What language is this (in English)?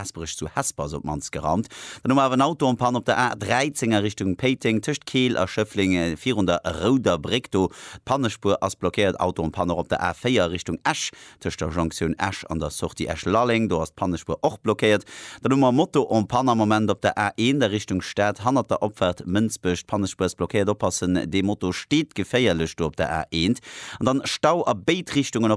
Luxembourgish